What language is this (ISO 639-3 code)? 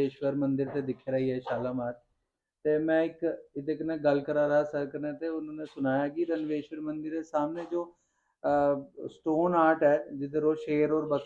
doi